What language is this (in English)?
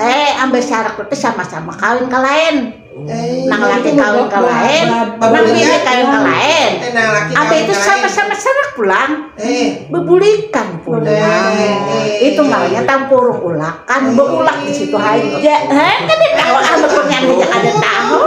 Banjar